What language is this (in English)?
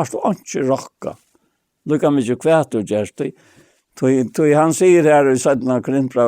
Faroese